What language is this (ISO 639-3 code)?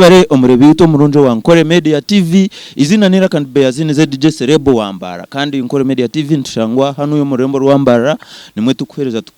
nyn